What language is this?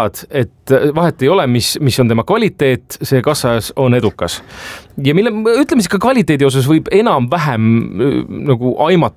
Estonian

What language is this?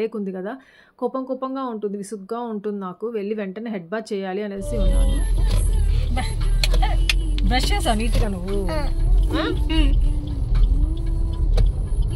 Telugu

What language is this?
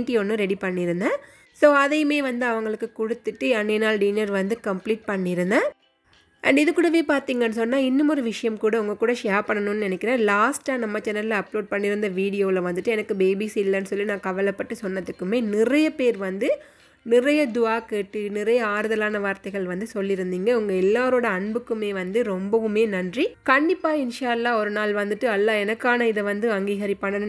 Tamil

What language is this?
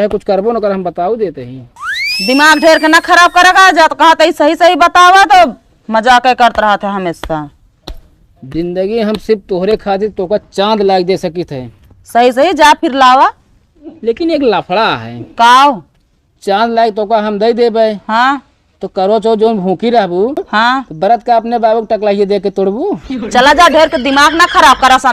Awadhi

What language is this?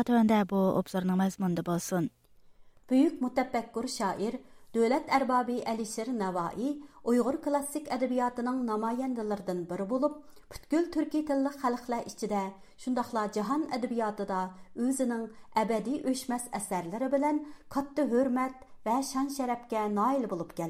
Uyghur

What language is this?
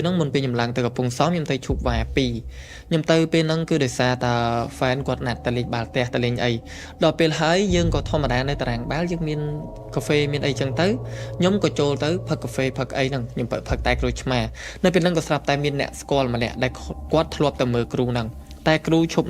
Khmer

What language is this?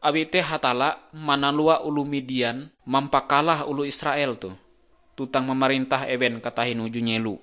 Ngaju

